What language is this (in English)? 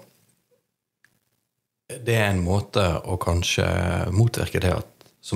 Norwegian